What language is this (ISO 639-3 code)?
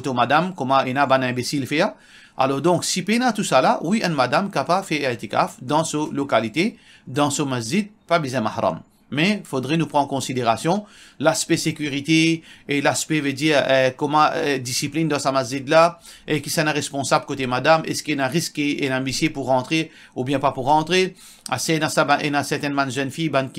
mfe